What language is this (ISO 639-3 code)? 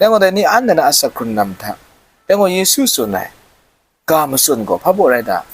kac